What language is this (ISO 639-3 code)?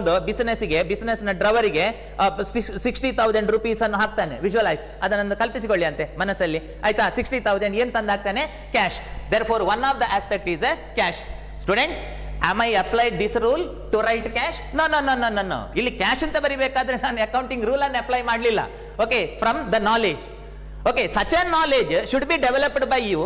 kan